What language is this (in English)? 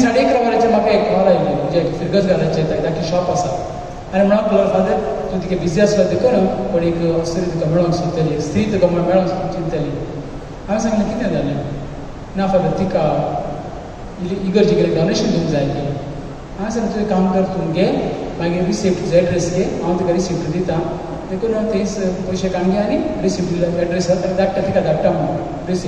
Konkani